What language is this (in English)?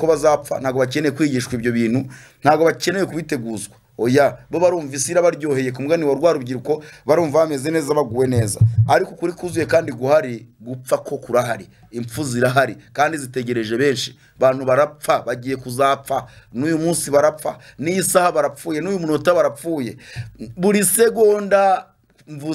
Kinyarwanda